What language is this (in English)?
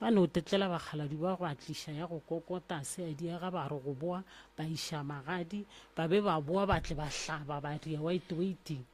Northern Sotho